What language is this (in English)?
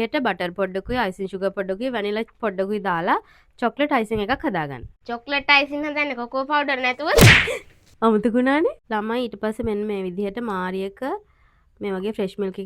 Sinhala